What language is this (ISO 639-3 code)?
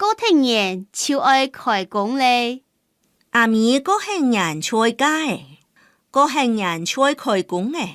hak